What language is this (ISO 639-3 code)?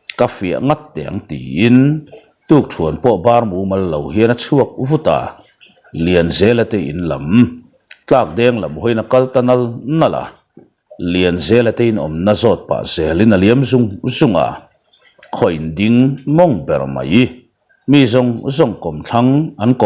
lus